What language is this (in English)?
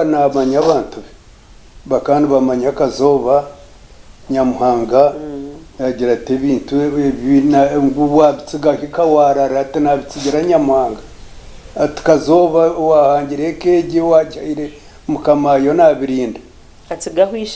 Nyankole